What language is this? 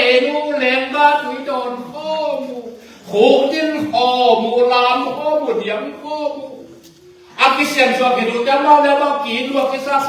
Tedim Chin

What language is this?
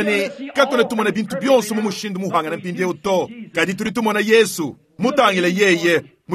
Luba-Lulua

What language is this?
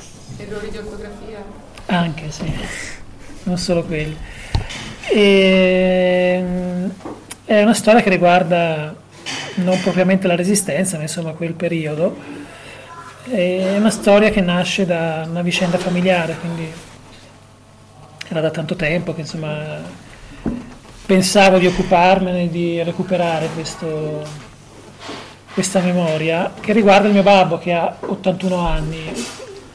Italian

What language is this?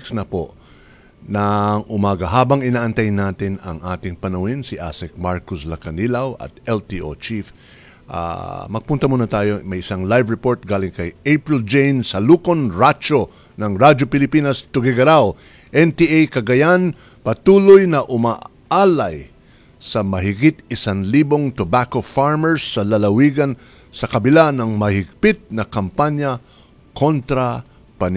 Filipino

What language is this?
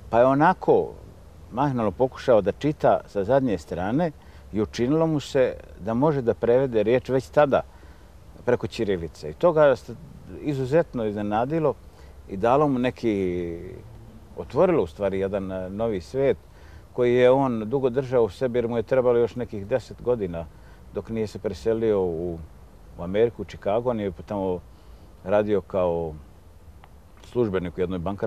Serbian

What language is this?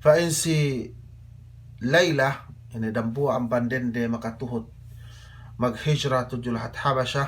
Yakan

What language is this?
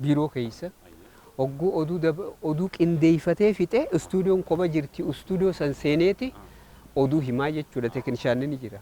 Oromo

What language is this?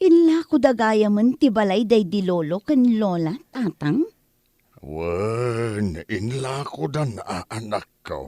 Iloko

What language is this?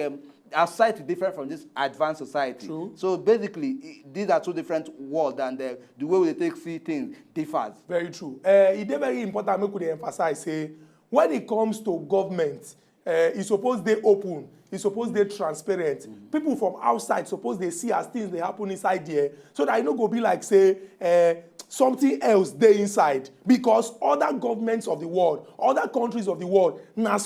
Nigerian Pidgin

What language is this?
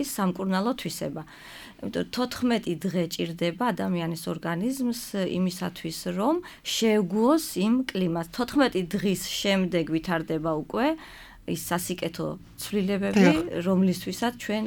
Georgian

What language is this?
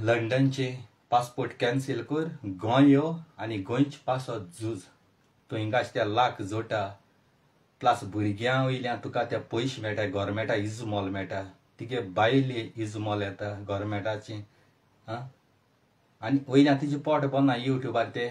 Konkani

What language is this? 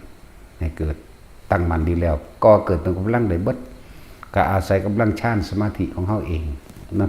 Northeastern Thai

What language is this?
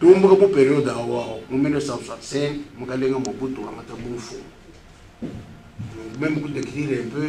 Luba-Lulua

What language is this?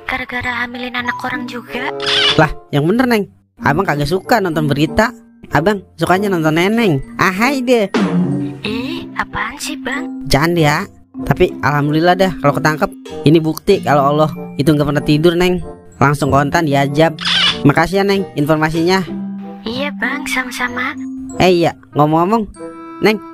Betawi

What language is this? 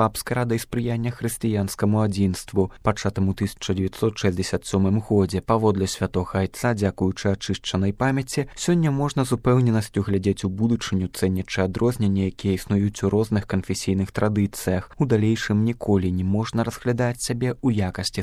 Belarusian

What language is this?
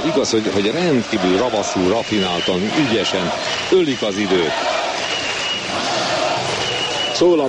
Hungarian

